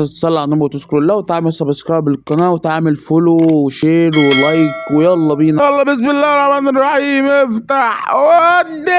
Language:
Egyptian Arabic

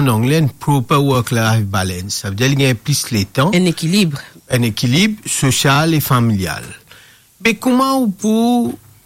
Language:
Morisyen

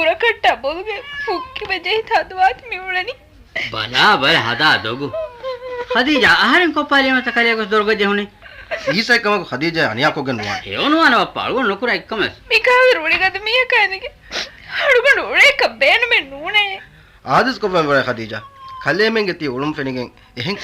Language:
Divehi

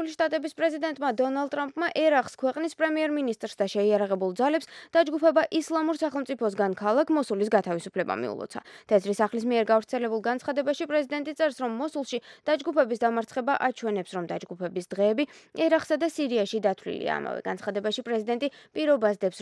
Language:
Georgian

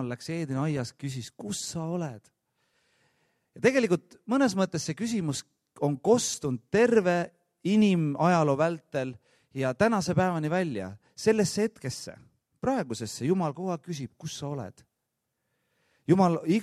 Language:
Estonian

